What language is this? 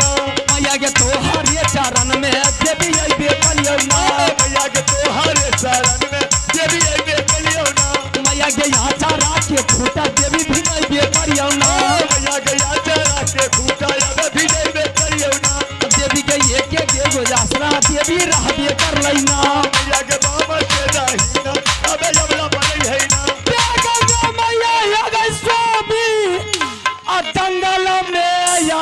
Maithili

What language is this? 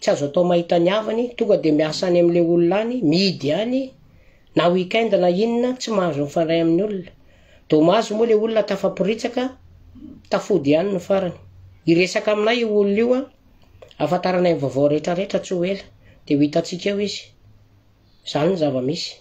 Malagasy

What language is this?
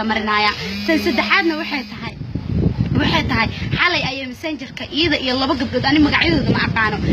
Somali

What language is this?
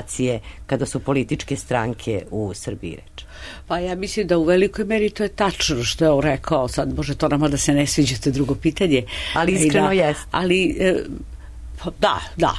Serbian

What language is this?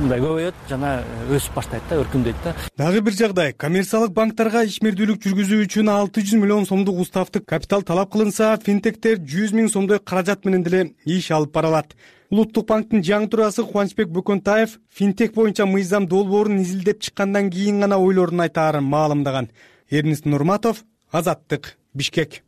Kyrgyz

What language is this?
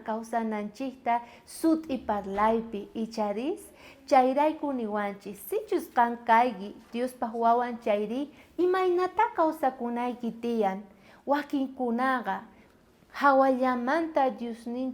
South Bolivian Quechua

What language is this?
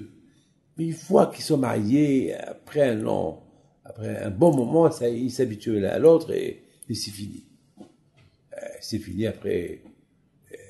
French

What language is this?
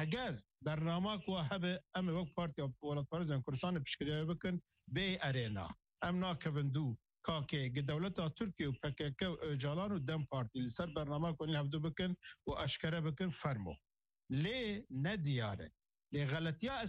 Kurdish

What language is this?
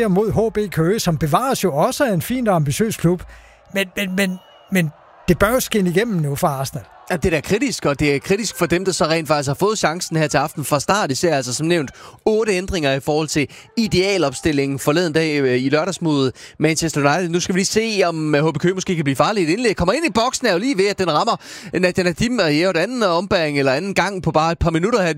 Danish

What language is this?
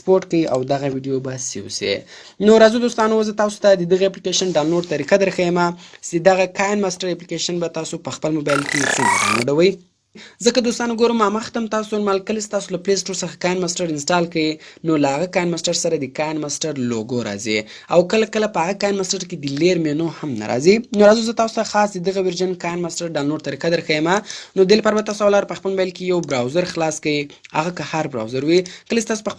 Pashto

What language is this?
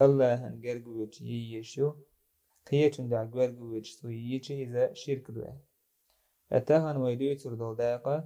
Chechen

